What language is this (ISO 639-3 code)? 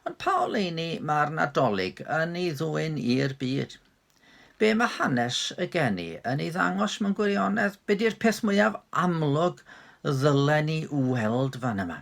cym